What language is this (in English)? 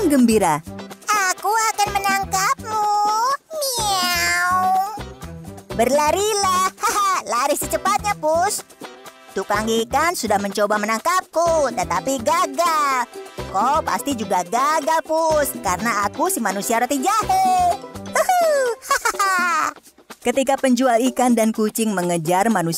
Indonesian